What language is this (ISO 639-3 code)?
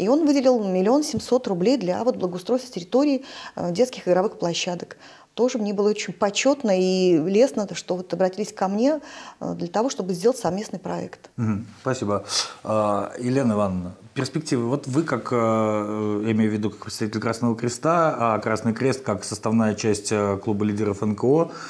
rus